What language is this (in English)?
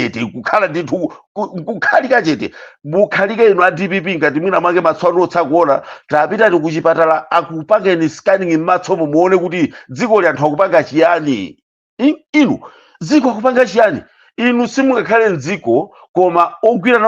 Nyanja